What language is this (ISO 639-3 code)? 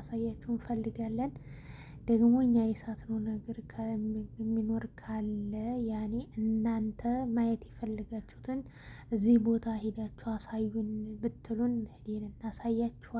amh